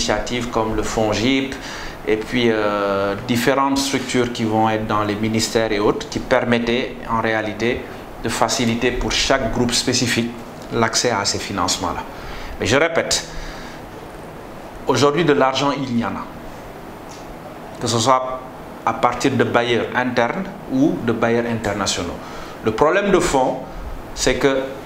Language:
French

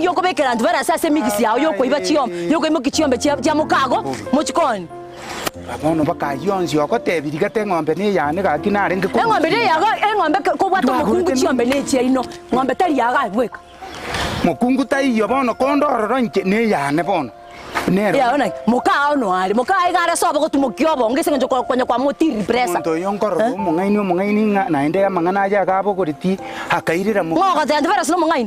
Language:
Gusii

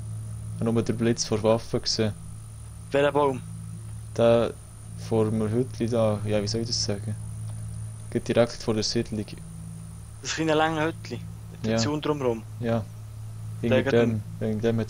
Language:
Swiss German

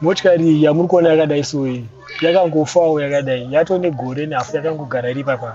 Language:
Shona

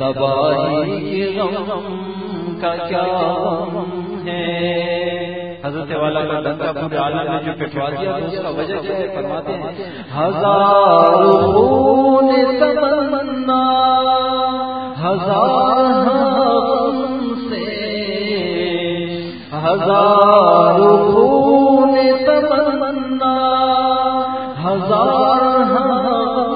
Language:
Urdu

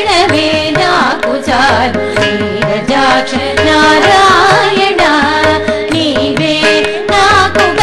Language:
Telugu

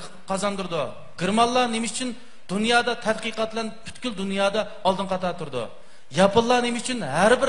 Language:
Uyghur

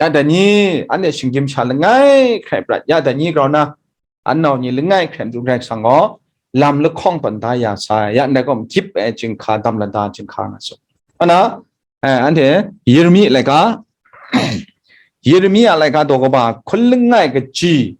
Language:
Kachin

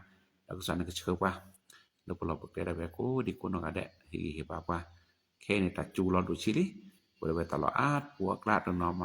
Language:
S'gaw Karen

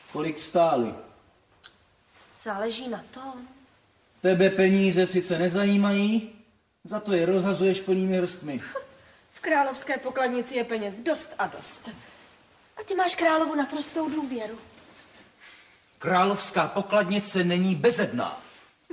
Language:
Czech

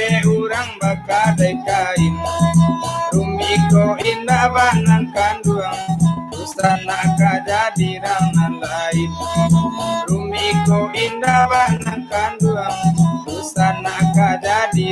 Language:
Minangkabau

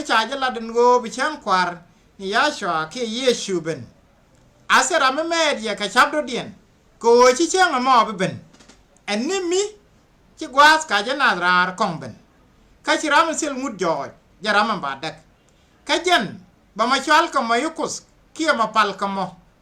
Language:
Nuer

